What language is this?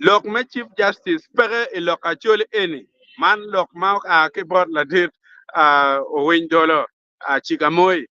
Acoli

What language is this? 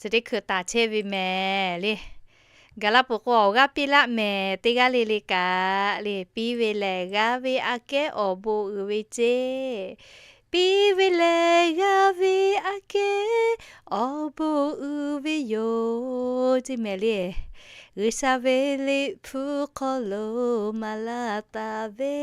Lahu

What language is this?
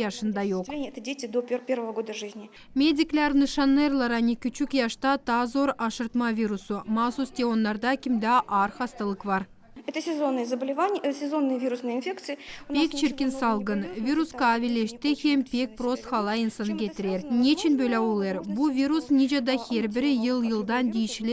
Gagauz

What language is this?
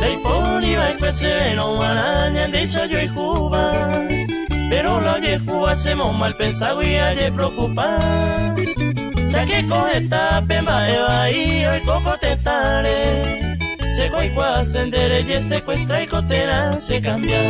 Guarani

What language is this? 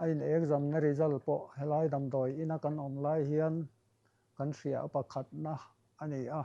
Mizo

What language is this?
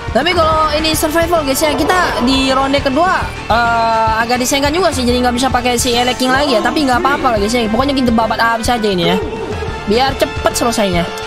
Indonesian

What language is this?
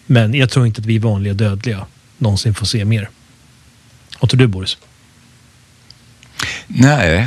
Swedish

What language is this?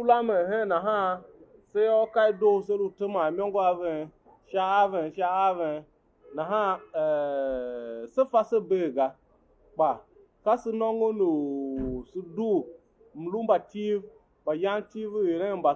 Tiv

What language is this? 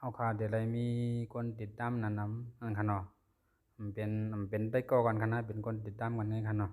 Shan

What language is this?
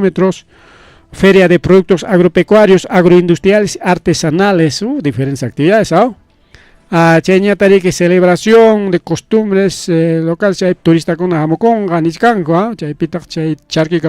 Ayacucho Quechua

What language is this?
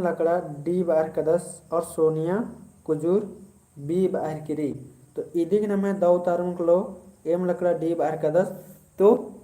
Kurukh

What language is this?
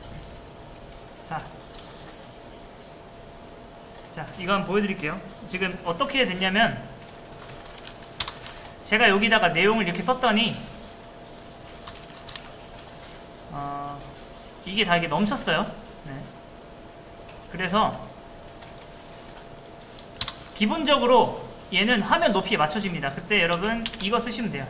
Korean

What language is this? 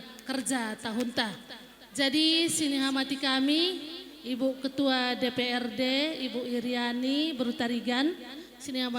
Batak Karo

